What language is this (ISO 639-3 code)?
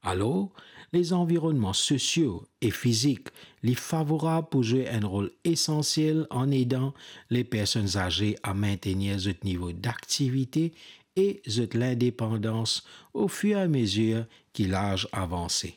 mfe